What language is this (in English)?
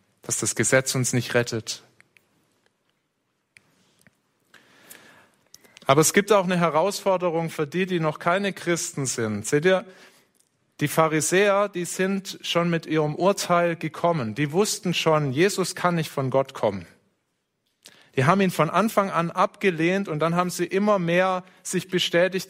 German